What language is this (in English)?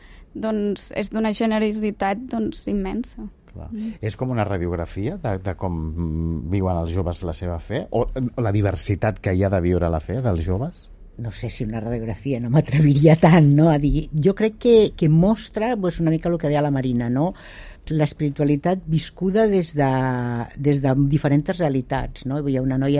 Catalan